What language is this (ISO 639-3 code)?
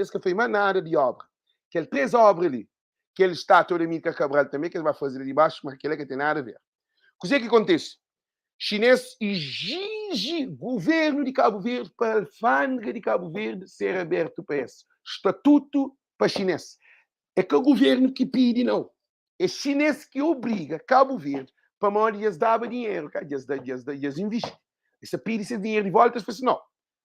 kea